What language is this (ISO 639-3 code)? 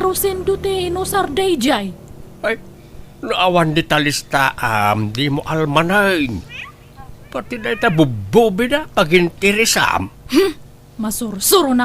ilo